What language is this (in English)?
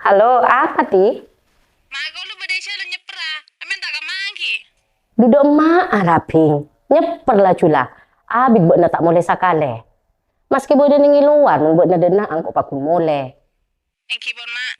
Madurese